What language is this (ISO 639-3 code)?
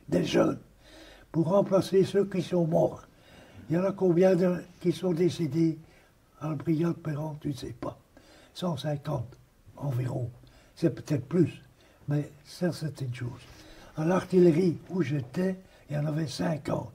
fra